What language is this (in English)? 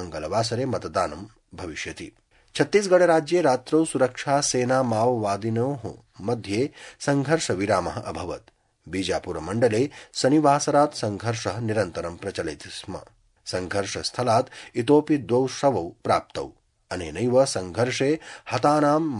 Sanskrit